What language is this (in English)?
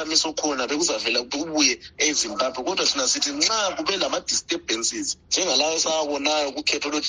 North Ndebele